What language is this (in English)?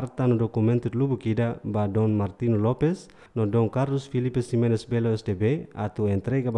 Tetum